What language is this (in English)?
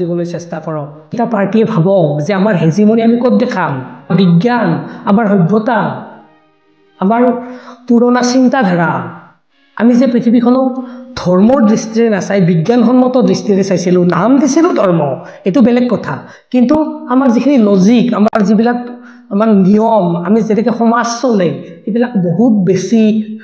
Assamese